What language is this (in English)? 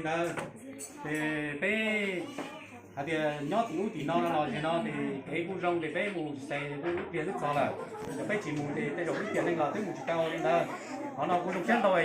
Hmong